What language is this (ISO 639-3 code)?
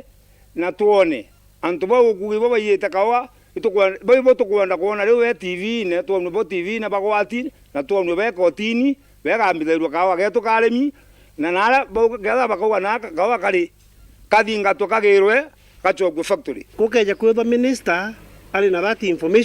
mer